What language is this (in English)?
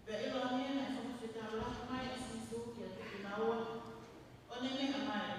Tongan